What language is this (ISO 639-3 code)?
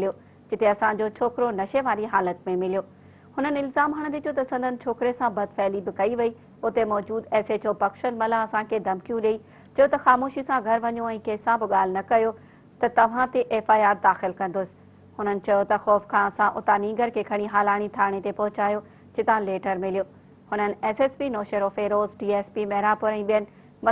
snd